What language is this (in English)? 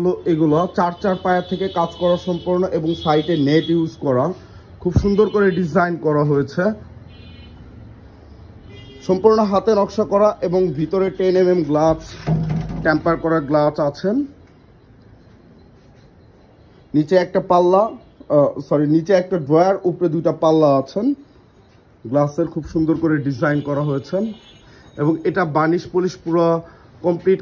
Bangla